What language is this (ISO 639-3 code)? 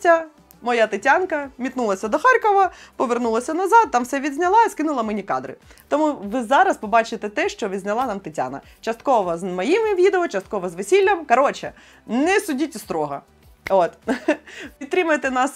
ukr